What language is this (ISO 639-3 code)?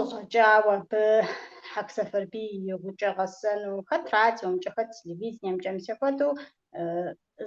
kbd